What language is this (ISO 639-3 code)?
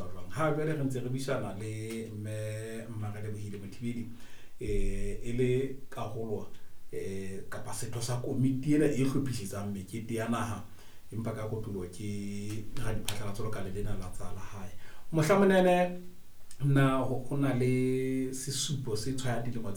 sot